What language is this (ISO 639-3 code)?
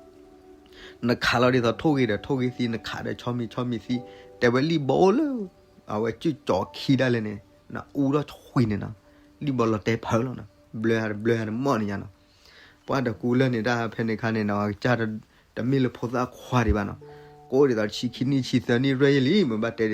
ksw